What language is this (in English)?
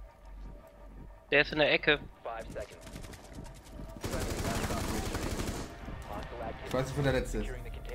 German